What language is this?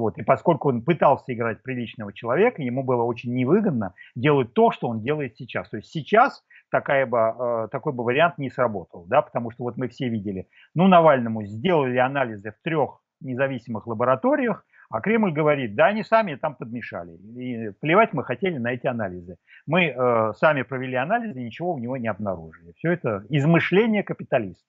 Russian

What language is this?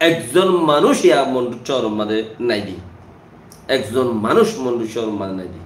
Rohingya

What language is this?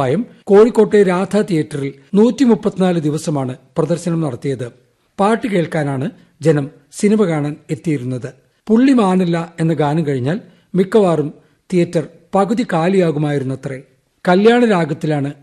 Malayalam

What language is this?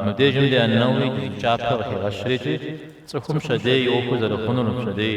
Kabardian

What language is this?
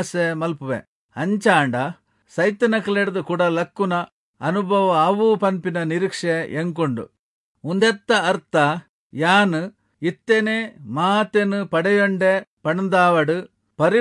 Tulu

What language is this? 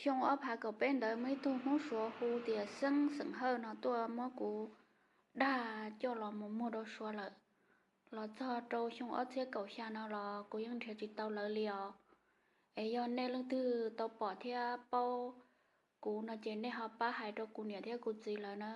Hmong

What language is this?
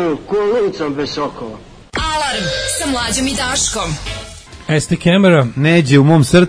Serbian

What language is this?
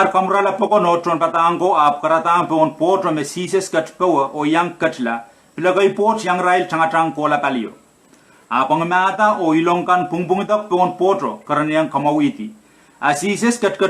Pohnpeian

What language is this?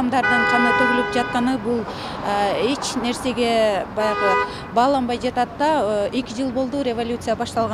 Kyrgyz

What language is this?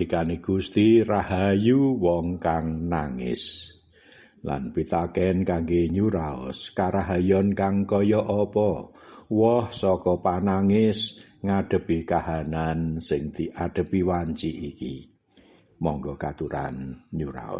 Javanese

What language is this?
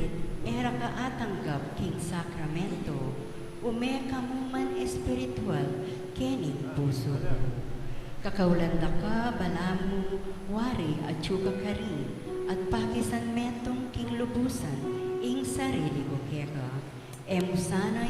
Pampanga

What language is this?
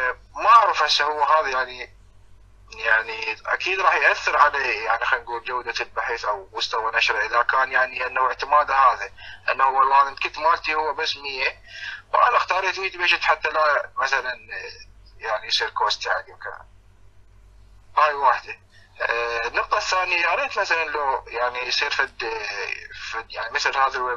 Mesopotamian Arabic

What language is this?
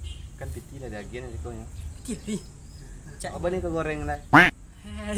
Minangkabau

